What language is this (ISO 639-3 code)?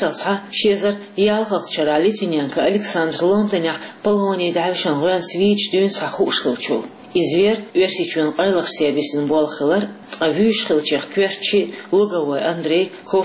che